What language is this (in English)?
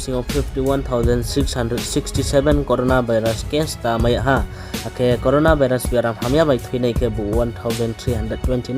Riang (India)